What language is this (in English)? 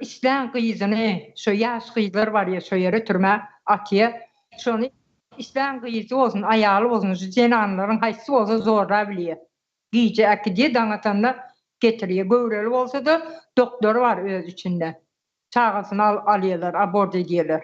Turkmen